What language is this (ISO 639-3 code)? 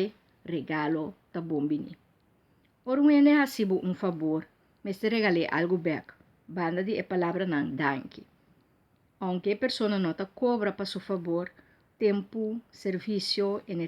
pap